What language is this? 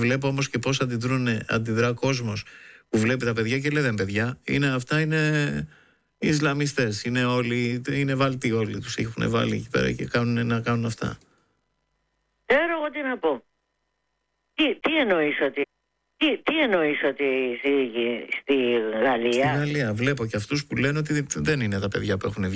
Greek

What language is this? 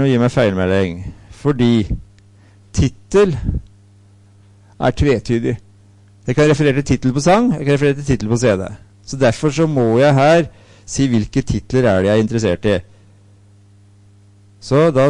Norwegian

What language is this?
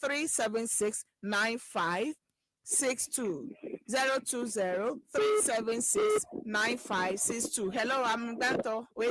Ewe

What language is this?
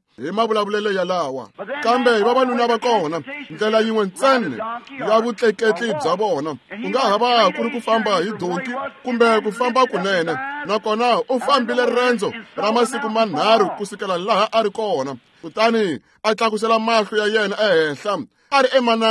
Tsonga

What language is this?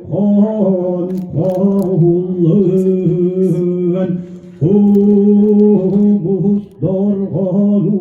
Yakut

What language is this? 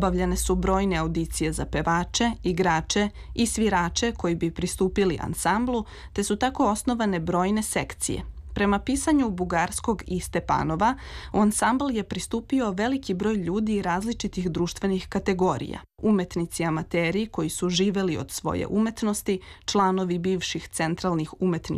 Serbian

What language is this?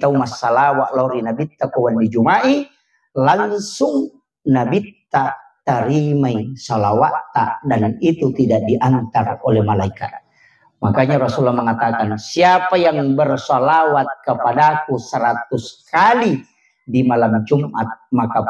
Buginese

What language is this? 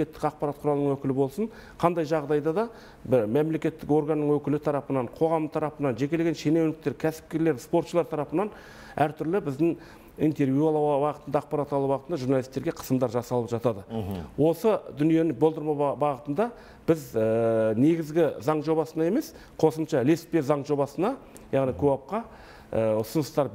Kazakh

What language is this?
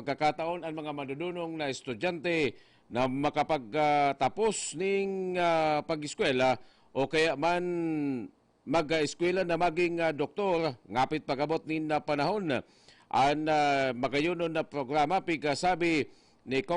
Bikol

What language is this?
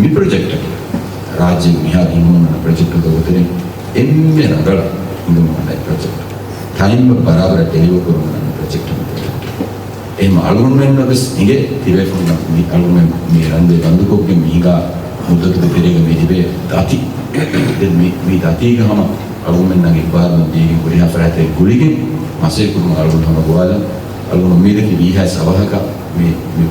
Divehi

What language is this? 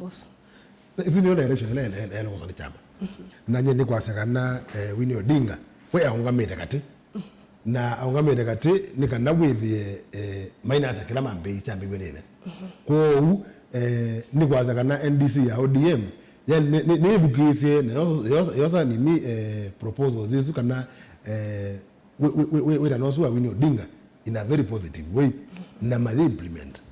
Kamba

